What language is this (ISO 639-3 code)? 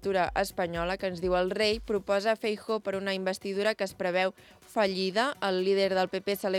cat